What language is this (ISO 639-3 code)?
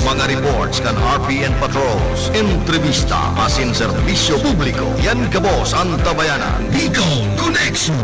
bik